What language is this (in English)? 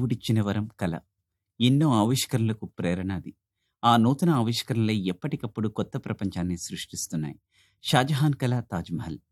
Telugu